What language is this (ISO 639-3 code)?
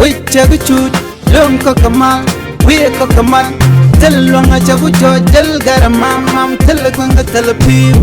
nus